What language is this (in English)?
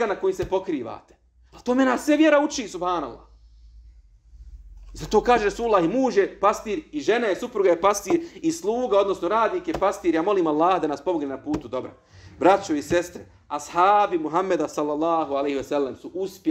Bosnian